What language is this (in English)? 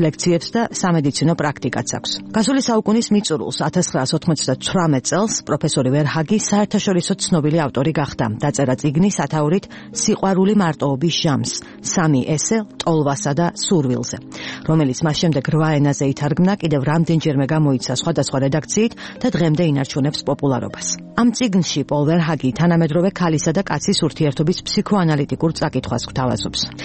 Georgian